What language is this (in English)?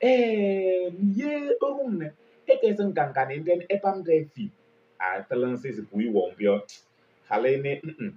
Kabiyè